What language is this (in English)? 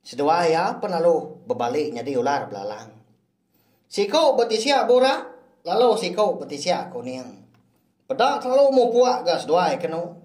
Iban